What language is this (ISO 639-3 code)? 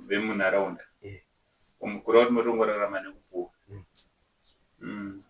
sna